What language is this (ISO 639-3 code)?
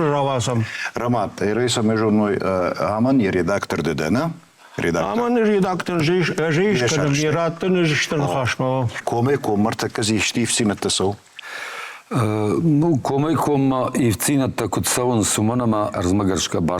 oss